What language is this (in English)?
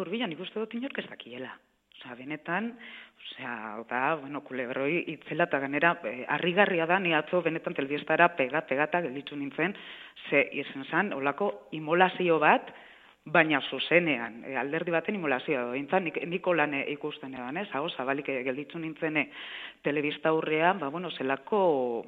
Basque